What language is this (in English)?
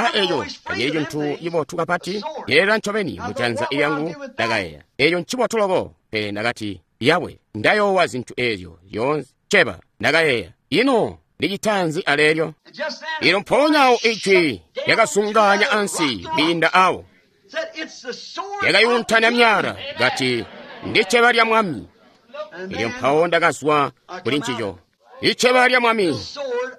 Tonga (Zambia)